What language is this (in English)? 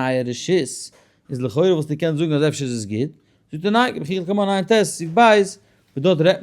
Yiddish